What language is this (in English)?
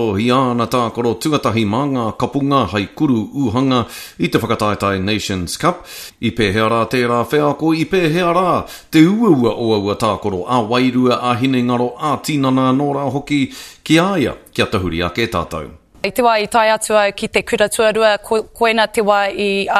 Māori